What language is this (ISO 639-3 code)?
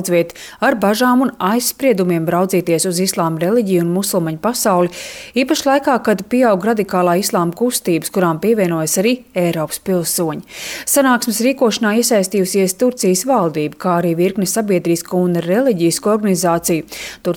lav